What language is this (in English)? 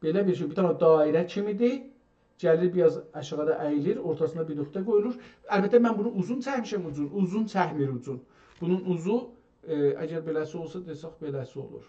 South Azerbaijani